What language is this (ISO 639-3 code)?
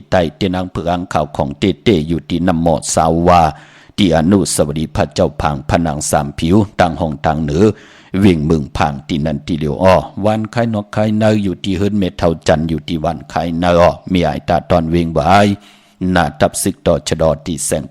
shn